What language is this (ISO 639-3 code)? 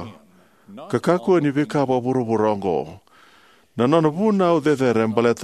fij